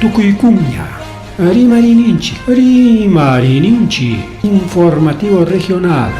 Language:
Ayacucho Quechua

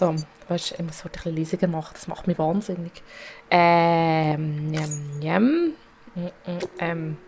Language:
Swiss German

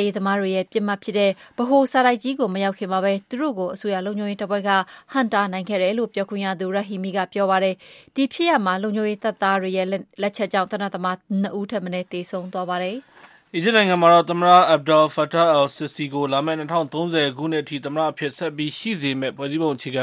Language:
Burmese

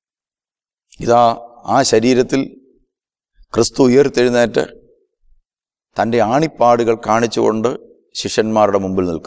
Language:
Malayalam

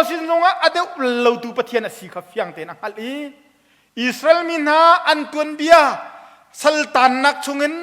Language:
Hakha Chin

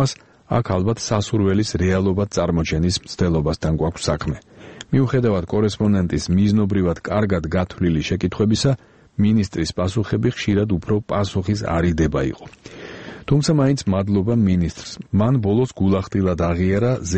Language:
Georgian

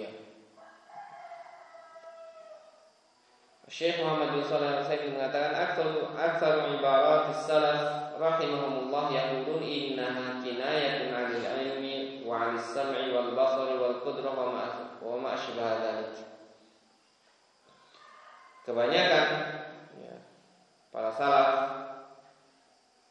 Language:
Indonesian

